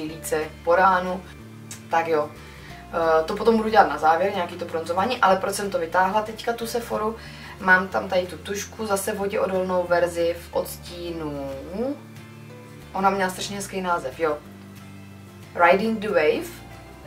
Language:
Czech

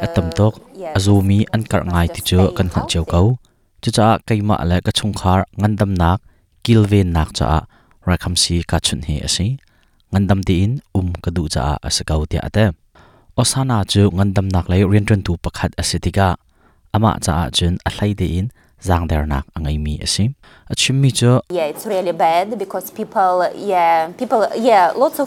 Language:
Hakha Chin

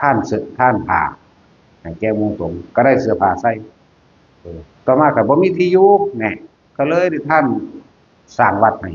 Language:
Northeastern Thai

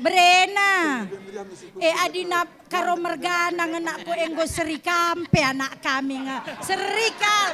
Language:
Batak Karo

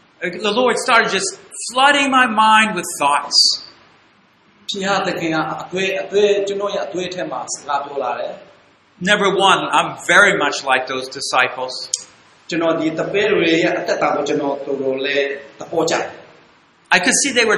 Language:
Burmese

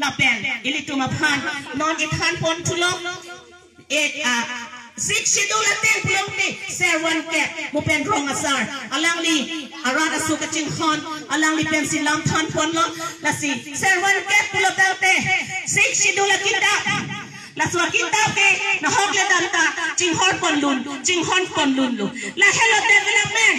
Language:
Karbi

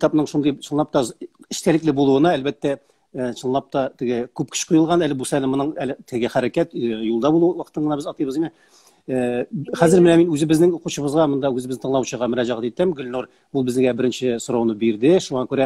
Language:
Tatar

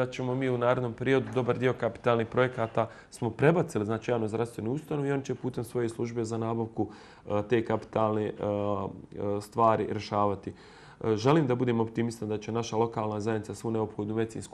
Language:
Bosnian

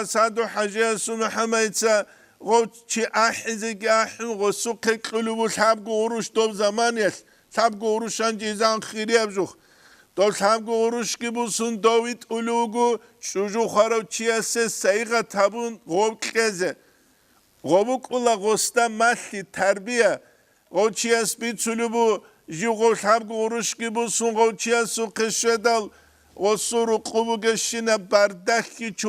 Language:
Avaric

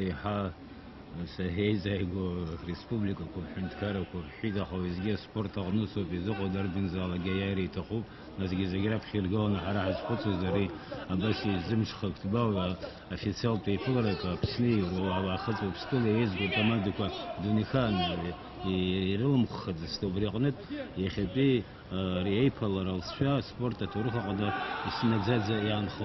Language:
Abkhazian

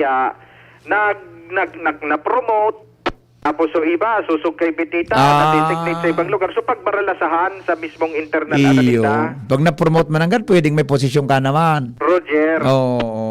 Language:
Bikol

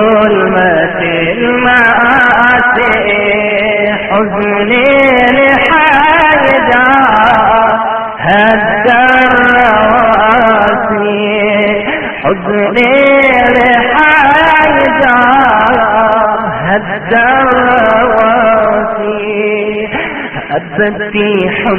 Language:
Arabic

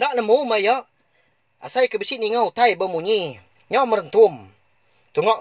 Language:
Iban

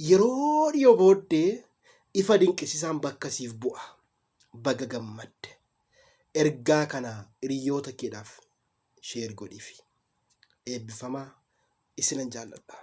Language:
Oromo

